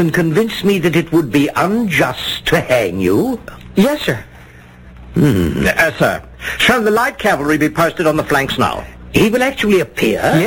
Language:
English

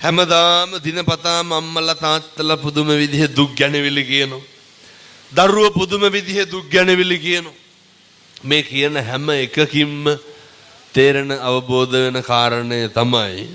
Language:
Sinhala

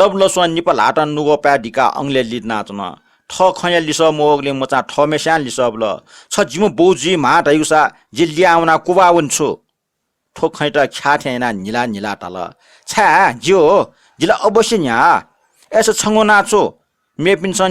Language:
Newari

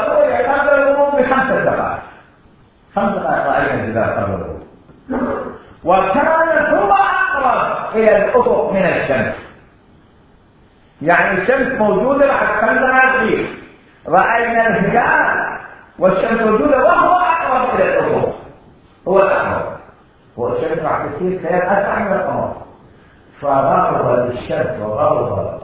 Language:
Arabic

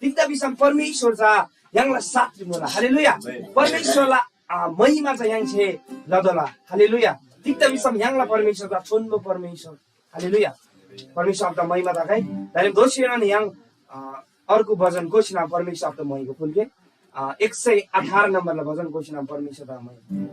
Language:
Eastern Tamang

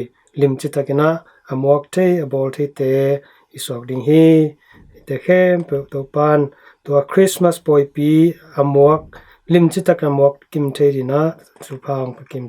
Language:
Tedim Chin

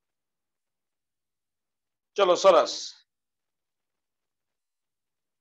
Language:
Gujarati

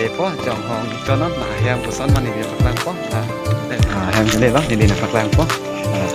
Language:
Karbi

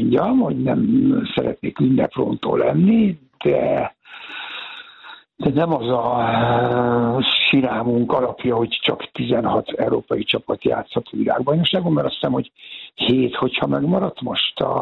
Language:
Hungarian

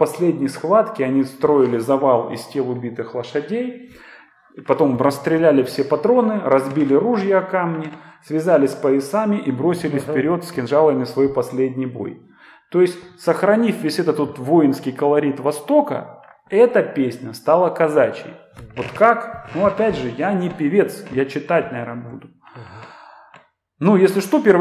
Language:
Russian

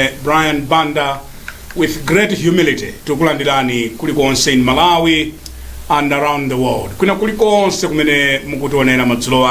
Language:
Nyanja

